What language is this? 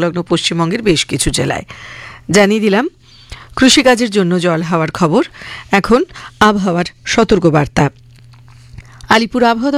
Bangla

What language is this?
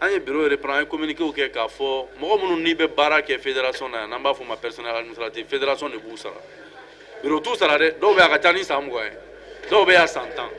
Bambara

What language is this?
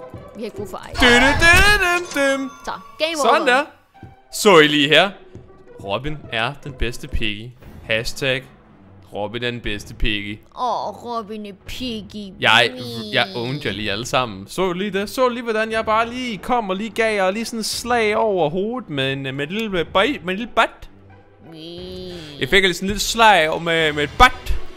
Danish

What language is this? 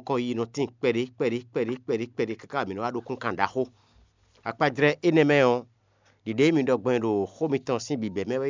Fon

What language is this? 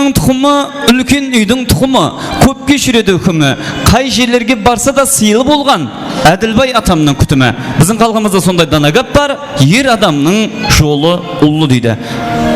Kara-Kalpak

